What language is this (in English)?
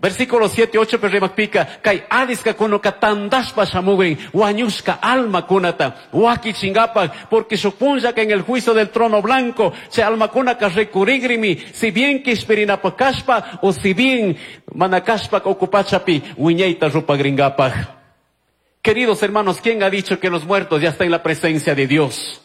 Chimborazo Highland Quichua